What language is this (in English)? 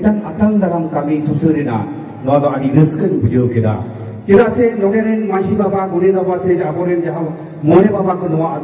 Santali